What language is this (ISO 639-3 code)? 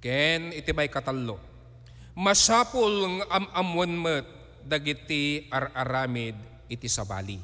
ilo